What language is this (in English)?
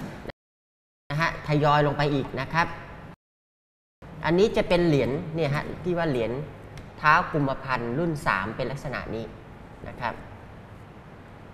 Thai